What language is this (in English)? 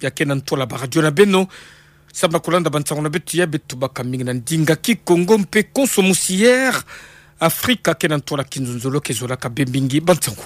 Kituba (Democratic Republic of Congo)